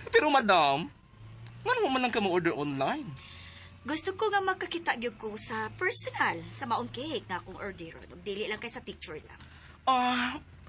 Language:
Cebuano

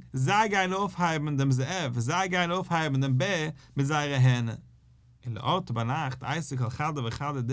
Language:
Yiddish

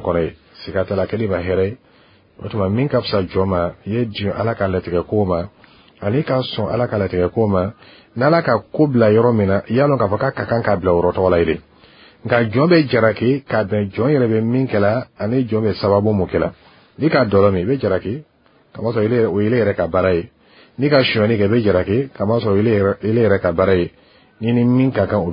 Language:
Bambara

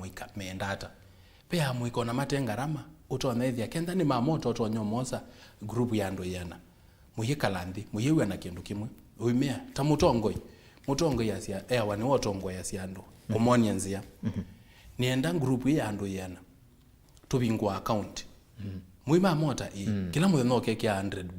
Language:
Kamba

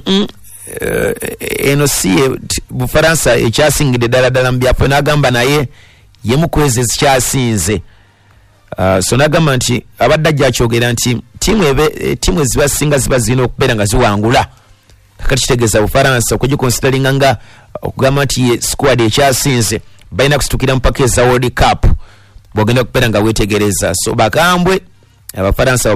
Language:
Ganda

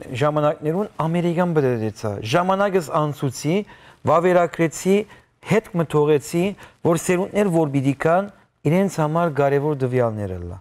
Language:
Western Armenian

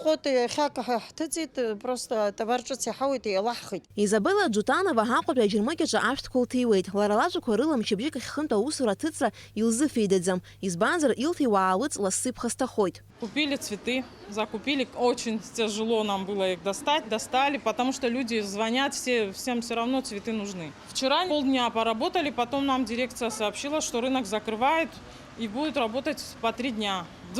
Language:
Abkhazian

